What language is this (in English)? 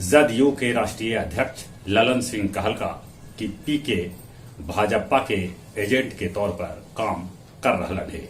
Magahi